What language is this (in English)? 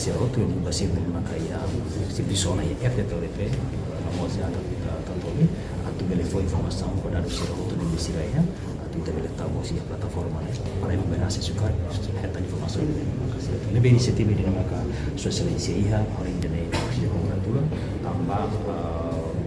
Tetum